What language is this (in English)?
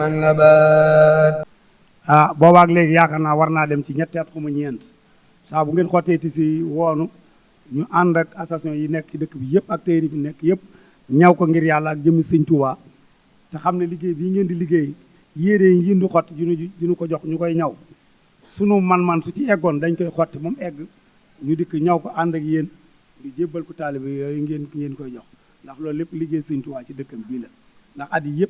Wolof